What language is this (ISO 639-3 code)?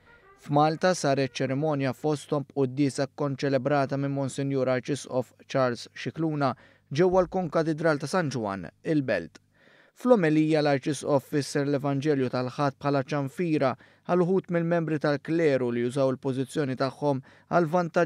mlt